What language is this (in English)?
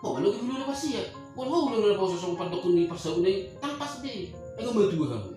Batak Toba